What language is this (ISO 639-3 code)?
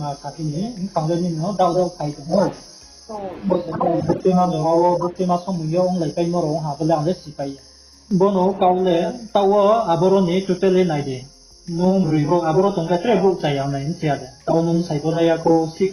ria